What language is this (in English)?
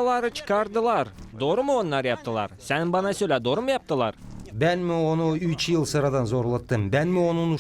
Gagauz